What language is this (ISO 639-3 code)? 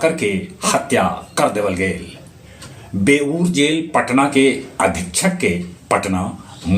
mag